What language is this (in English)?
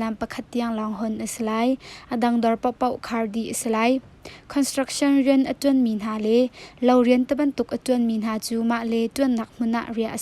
Hakha Chin